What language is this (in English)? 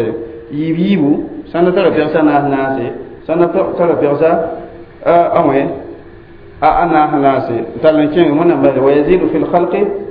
Mossi